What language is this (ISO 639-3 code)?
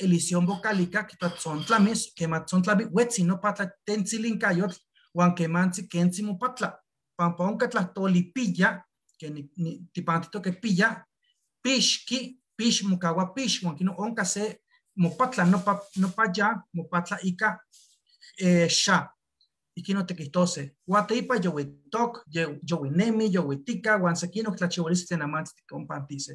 nhe